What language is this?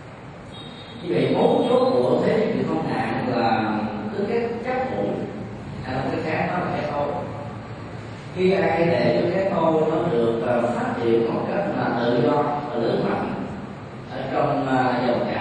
Vietnamese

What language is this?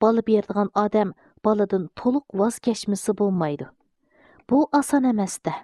Uyghur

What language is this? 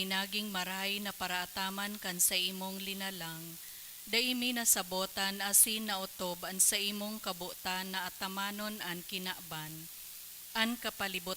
Bikol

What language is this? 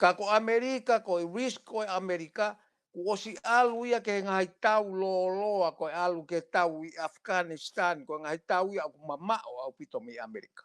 Tongan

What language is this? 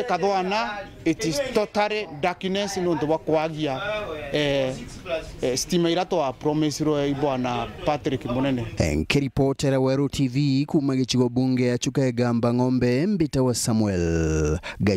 Meru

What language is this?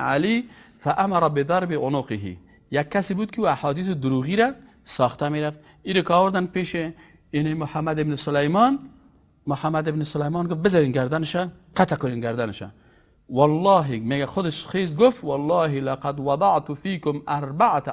Persian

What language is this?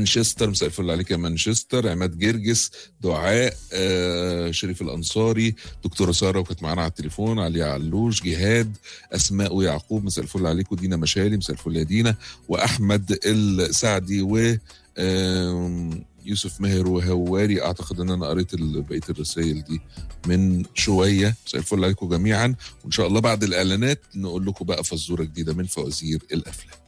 Egyptian Arabic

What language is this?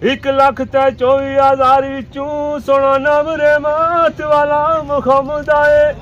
Pahari-Potwari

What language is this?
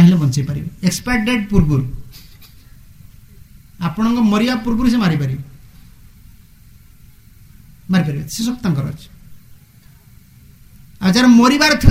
Odia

